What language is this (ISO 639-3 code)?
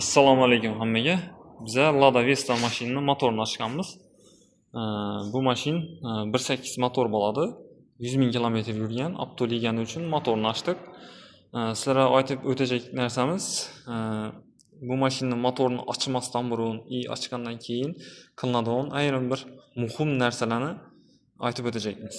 uzb